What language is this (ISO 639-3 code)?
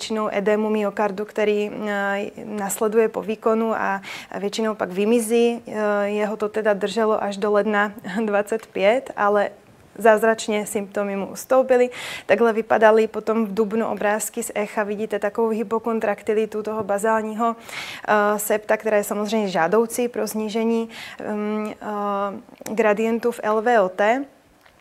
ces